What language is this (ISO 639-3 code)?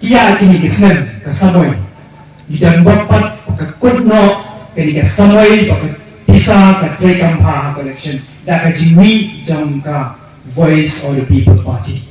kha